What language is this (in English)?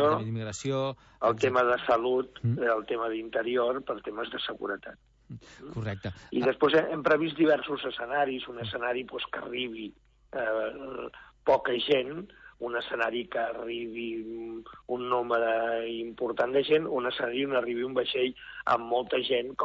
Catalan